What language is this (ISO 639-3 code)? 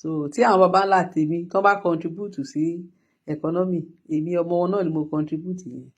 yor